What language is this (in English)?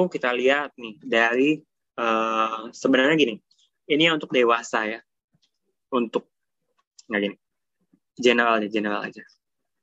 Indonesian